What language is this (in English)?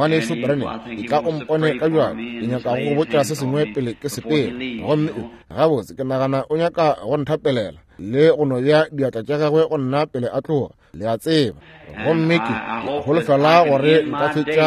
Northern Sotho